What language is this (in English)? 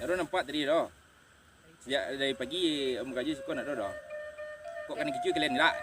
Minangkabau